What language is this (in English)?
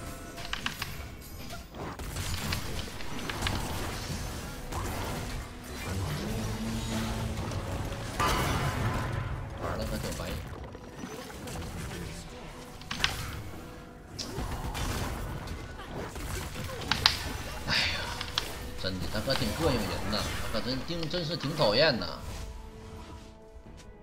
Chinese